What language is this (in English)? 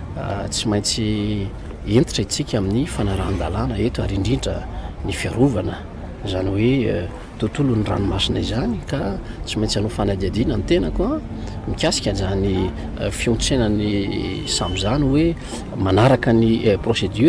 Malagasy